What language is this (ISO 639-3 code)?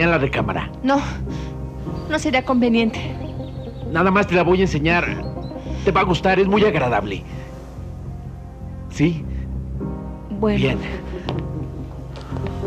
spa